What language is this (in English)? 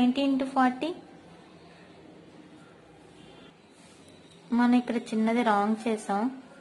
Telugu